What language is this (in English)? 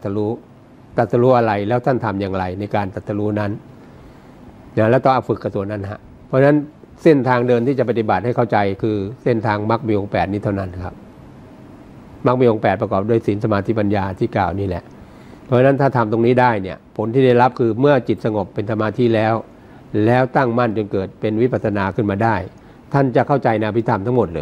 Thai